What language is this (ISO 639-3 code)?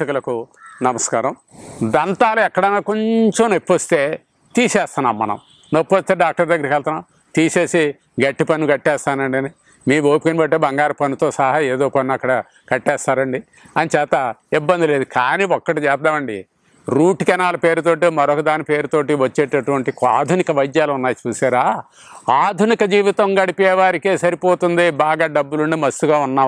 tel